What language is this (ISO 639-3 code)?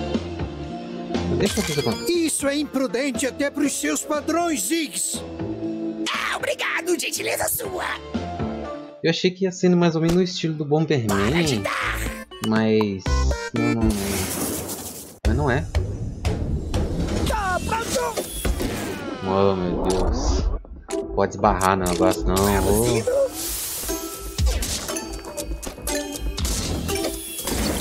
por